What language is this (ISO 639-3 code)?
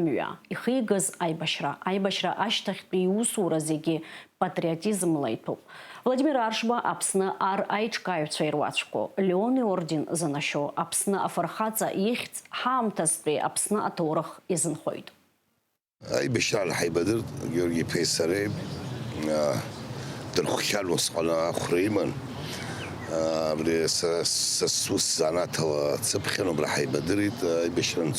abk